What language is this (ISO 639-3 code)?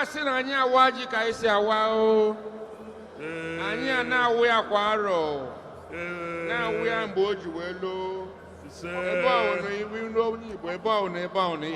ibo